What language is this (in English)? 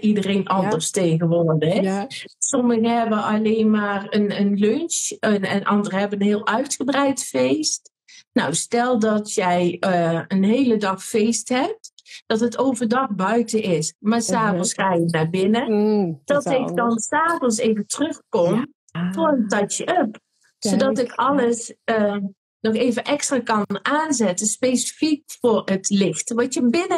Dutch